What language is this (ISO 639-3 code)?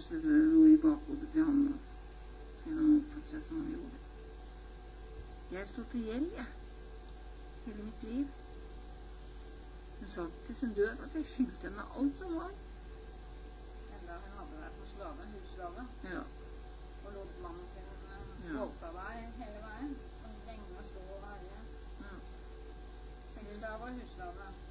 nor